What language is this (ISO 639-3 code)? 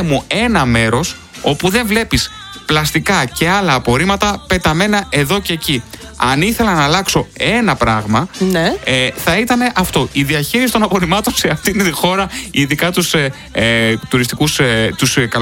ell